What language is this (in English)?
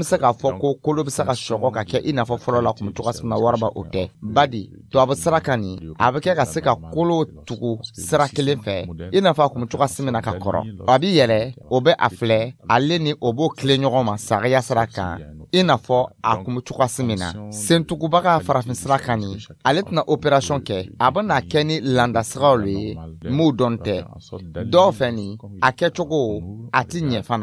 Dyula